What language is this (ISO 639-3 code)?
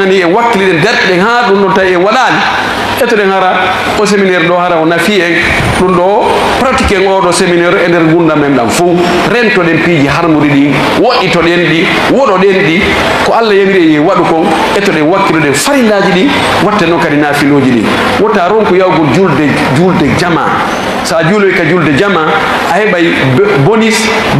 ful